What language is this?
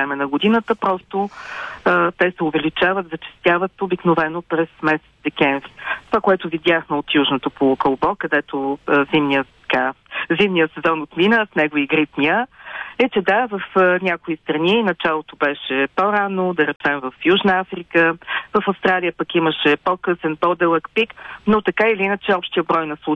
Bulgarian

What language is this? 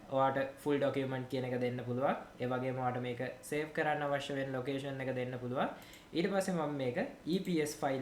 Sinhala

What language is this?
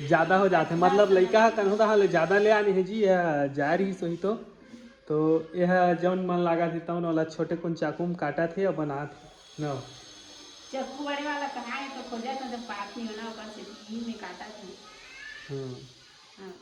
Chhattisgarhi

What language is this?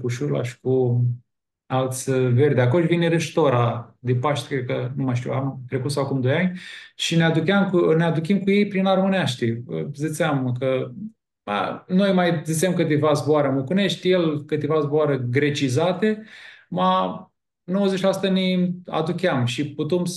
Aromanian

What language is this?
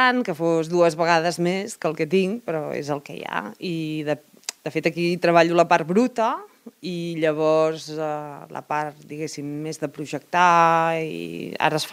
Catalan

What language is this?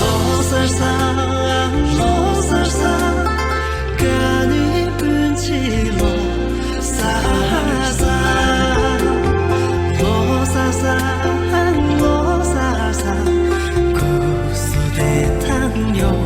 Tibetan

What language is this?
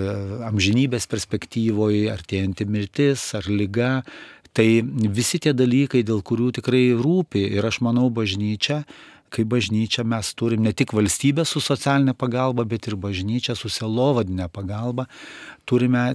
Lithuanian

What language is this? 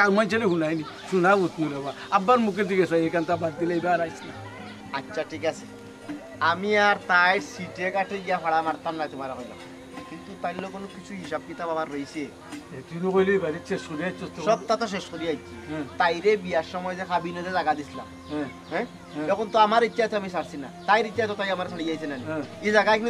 Sylheti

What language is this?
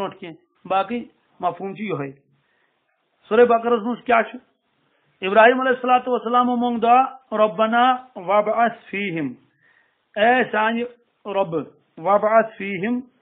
Kashmiri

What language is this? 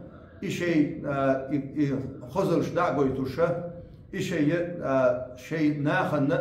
Chechen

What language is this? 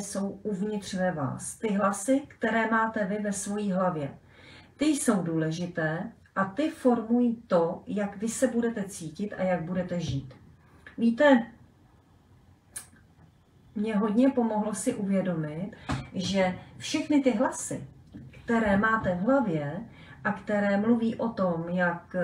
Czech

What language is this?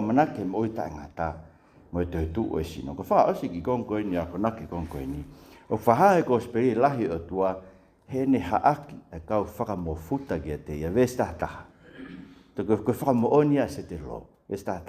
Tongan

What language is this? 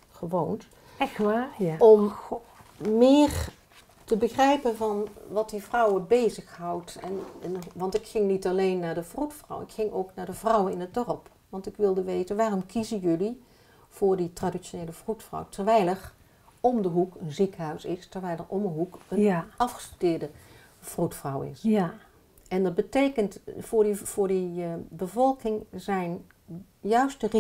Dutch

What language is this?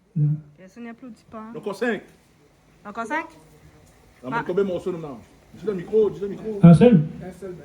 Réunion Creole French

